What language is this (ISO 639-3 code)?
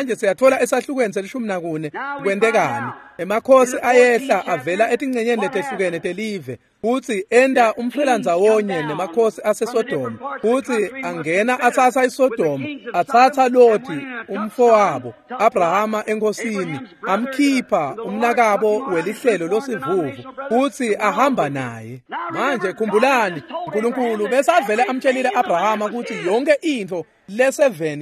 ssw